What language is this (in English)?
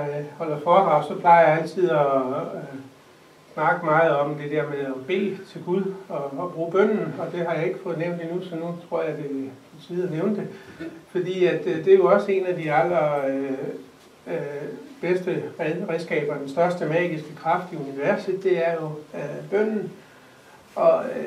Danish